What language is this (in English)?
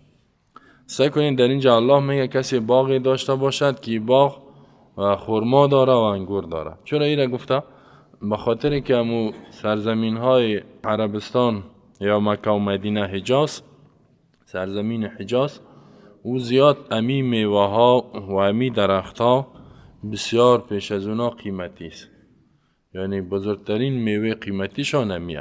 Persian